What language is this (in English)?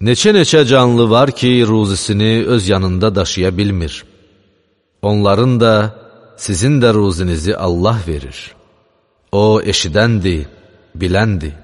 Azerbaijani